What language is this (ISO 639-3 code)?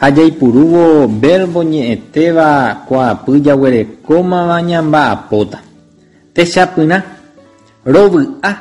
grn